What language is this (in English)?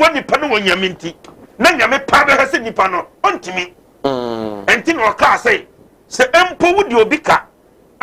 Akan